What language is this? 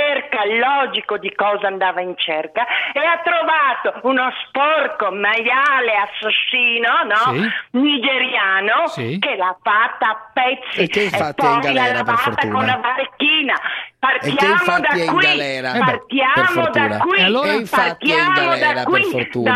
Italian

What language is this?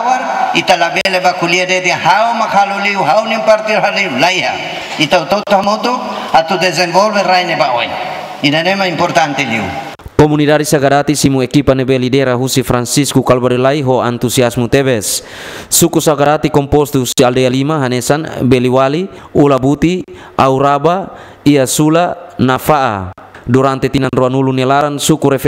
Tetum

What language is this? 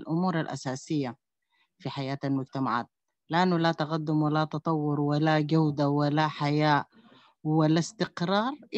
Sudanese Arabic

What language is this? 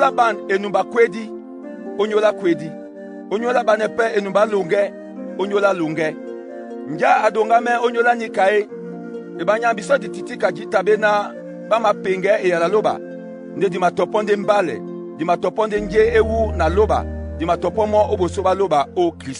Duala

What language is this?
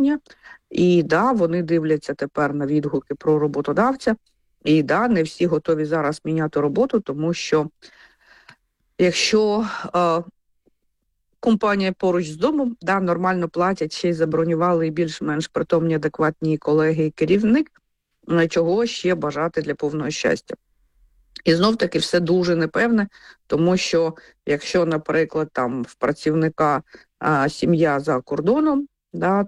Ukrainian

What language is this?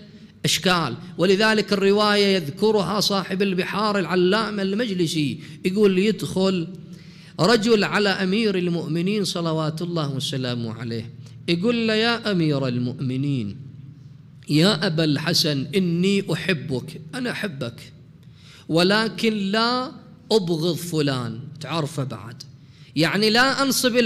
Mesopotamian Arabic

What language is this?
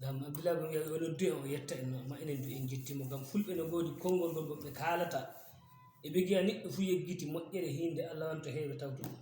Fula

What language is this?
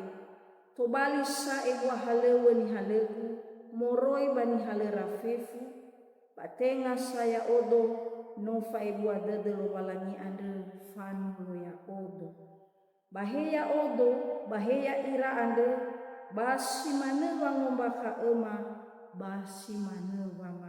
Nias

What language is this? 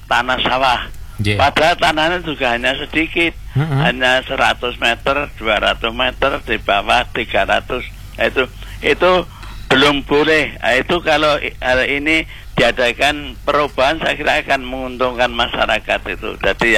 Indonesian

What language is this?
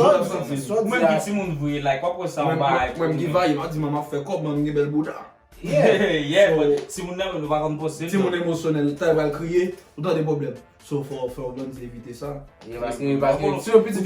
Haitian Creole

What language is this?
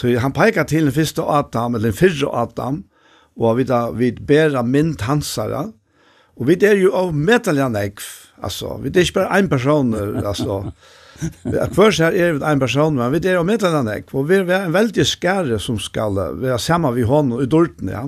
Faroese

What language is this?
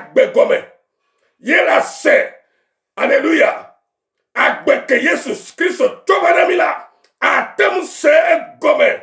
Ewe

